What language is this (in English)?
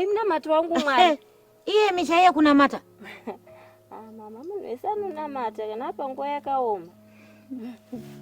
Shona